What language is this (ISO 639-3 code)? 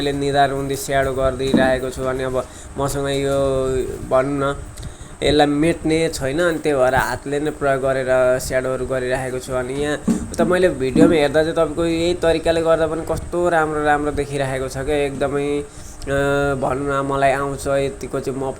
nep